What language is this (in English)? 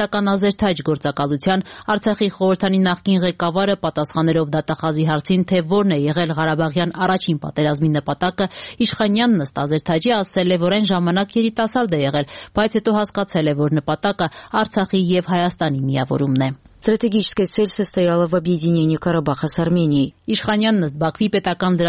Armenian